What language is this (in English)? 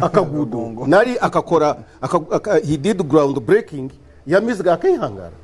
Nyankole